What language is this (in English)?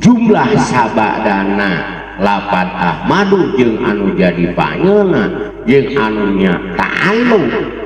Sundanese